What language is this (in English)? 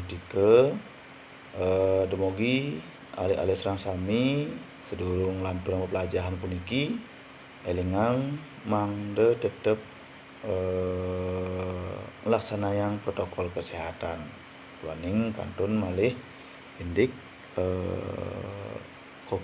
Balinese